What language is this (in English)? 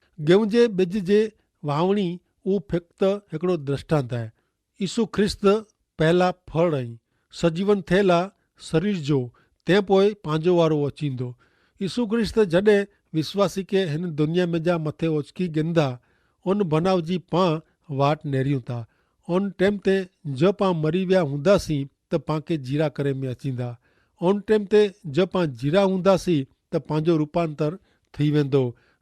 Kachhi